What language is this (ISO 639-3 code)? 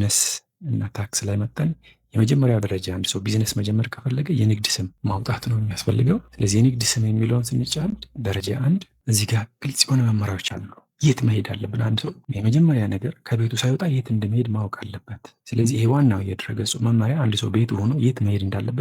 amh